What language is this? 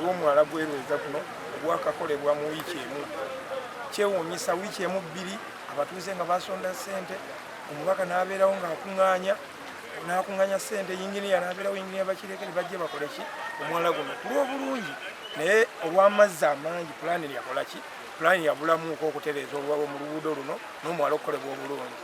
Ganda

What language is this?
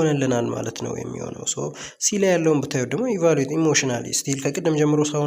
Amharic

